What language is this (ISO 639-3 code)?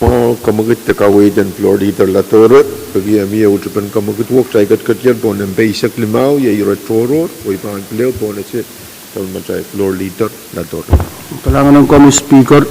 pon